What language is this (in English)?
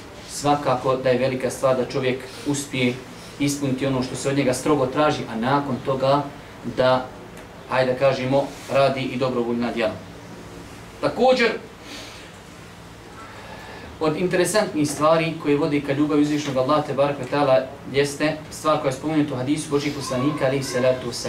Bosnian